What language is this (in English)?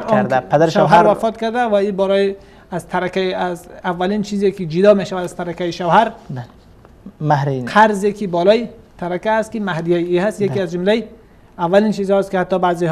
Persian